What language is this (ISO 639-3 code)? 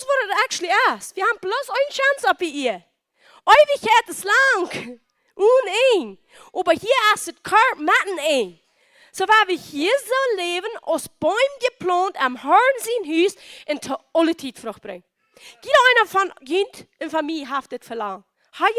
pdt